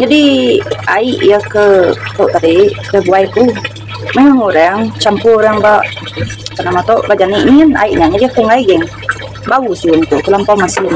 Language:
Iban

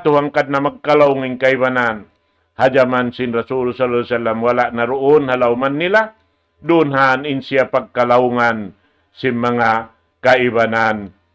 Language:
Tausug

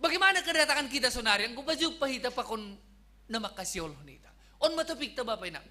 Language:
Batak Simalungun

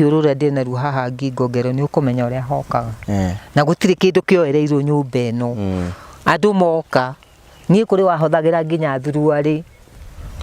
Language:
Kikuyu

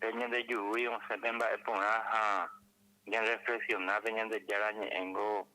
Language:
Guarani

